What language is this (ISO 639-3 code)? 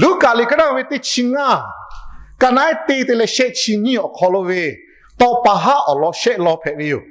lhu